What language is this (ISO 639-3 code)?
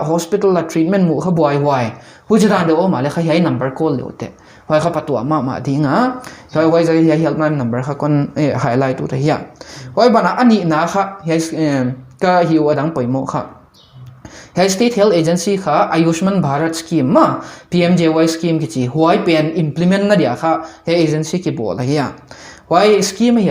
pck